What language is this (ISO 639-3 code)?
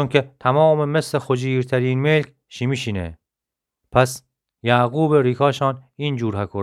glk